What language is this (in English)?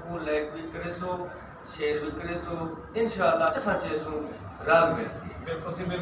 Saraiki